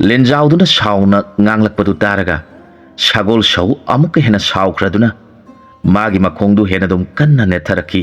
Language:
Manipuri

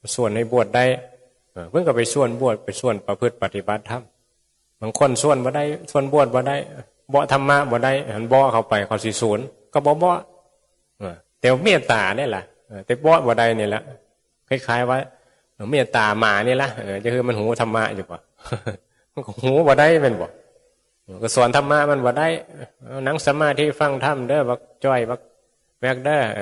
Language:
Northeastern Thai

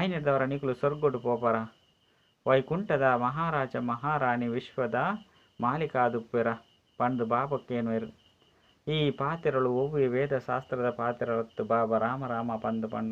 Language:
Tulu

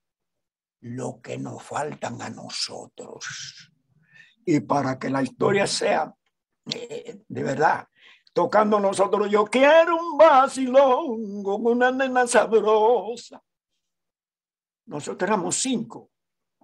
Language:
Spanish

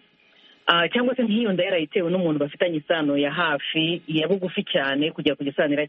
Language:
Kinyarwanda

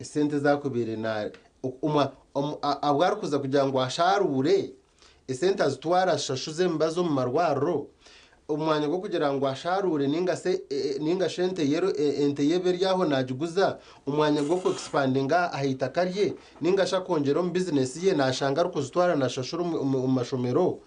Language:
Nyankole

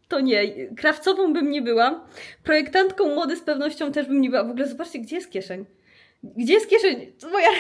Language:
Polish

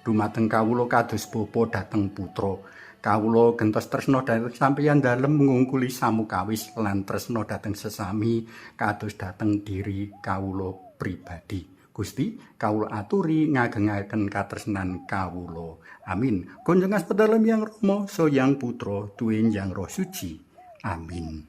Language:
Javanese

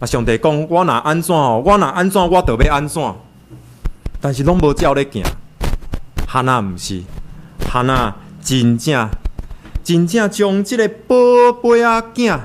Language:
Min Nan Chinese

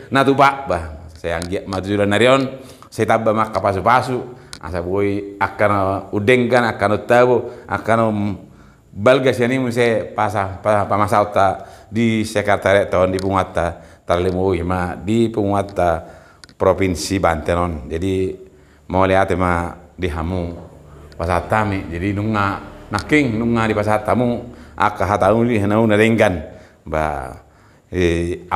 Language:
Batak Toba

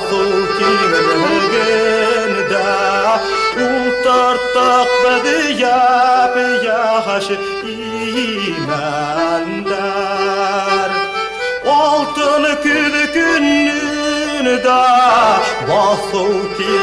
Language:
Bashkir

